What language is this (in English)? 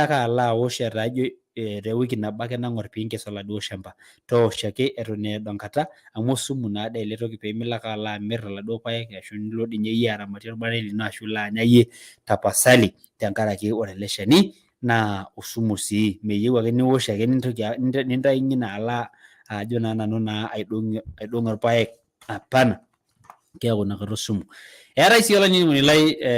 Masai